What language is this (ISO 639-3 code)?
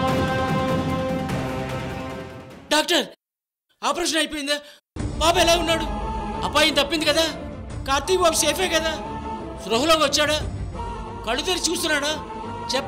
tel